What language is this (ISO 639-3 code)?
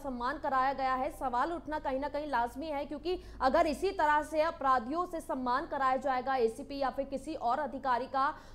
hin